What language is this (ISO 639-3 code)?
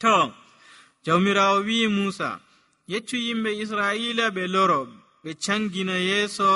fuv